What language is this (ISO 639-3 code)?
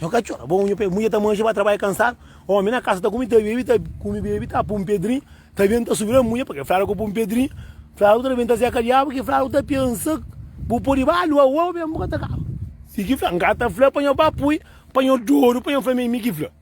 kea